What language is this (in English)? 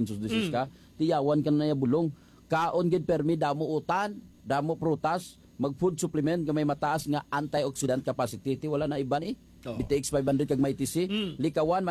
Hiligaynon